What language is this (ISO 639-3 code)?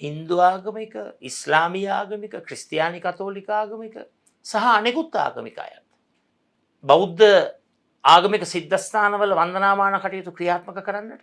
sin